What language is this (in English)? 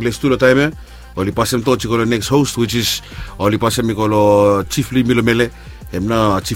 Bislama